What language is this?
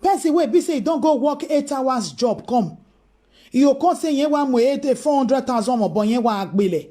Nigerian Pidgin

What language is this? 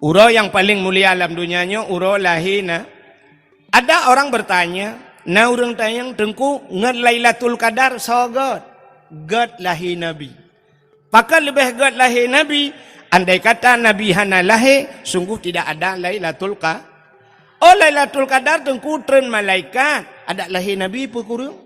Achinese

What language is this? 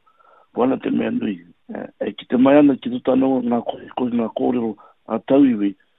Māori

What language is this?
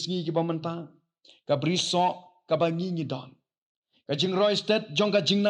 Khasi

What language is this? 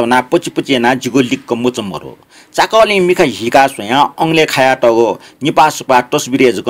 Newari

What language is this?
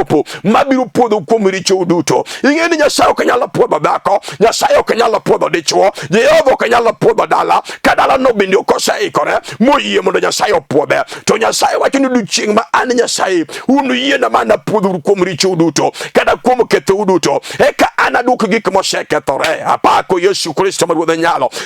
Luo (Kenya and Tanzania)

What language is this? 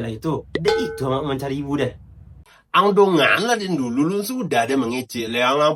Minangkabau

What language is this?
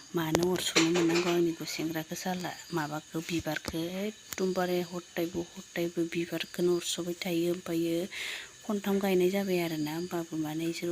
Bodo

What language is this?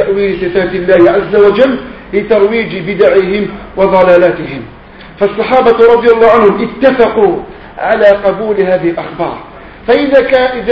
Arabic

